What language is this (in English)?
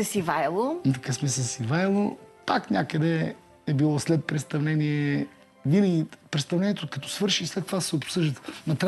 Bulgarian